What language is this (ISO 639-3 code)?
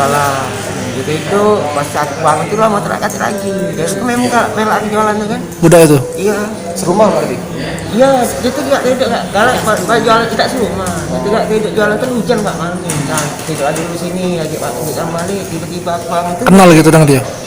mui